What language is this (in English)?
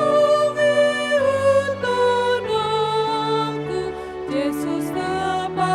Batak Toba